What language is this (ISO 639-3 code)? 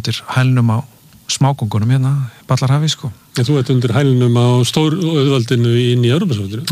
isl